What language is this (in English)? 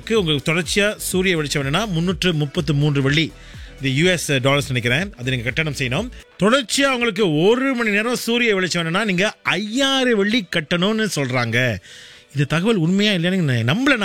Tamil